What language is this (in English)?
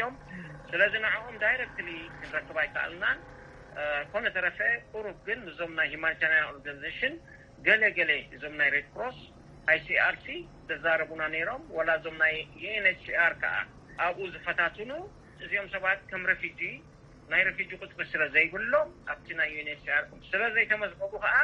Tigrinya